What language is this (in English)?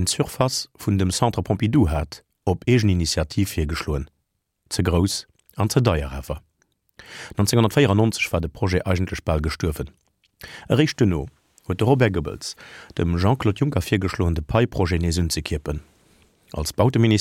Luxembourgish